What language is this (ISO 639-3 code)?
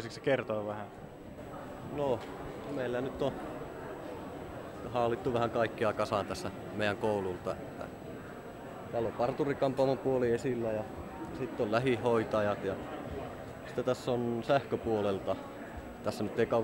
fin